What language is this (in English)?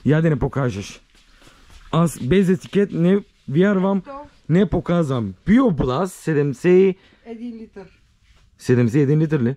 Bulgarian